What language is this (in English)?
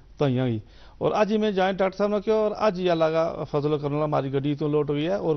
Gujari